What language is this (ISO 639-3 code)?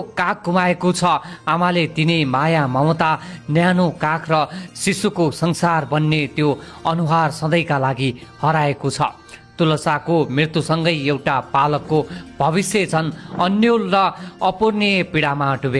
nep